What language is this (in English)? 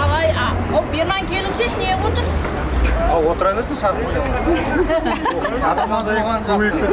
Kara-Kalpak